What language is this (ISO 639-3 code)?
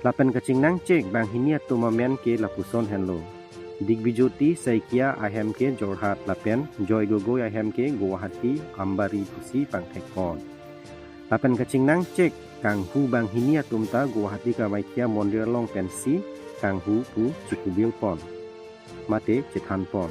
mjw